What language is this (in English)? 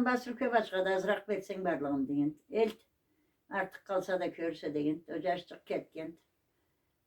Karachay-Balkar